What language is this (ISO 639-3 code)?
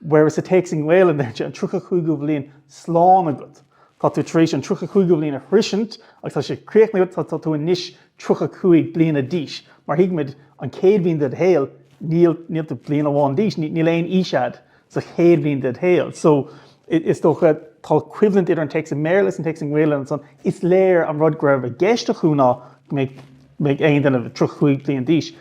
gle